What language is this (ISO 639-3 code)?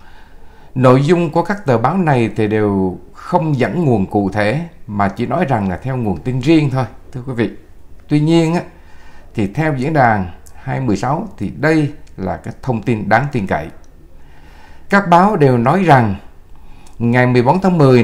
vie